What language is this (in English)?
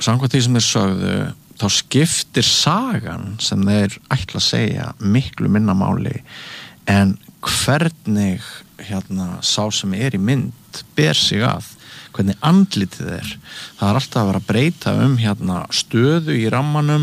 Icelandic